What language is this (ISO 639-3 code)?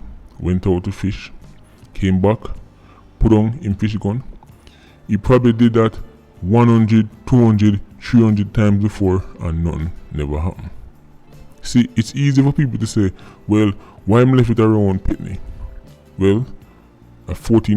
jam